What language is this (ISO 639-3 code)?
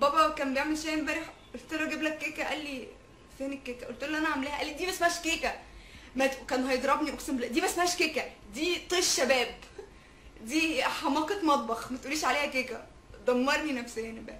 arz